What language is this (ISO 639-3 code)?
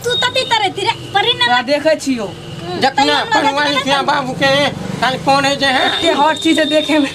mai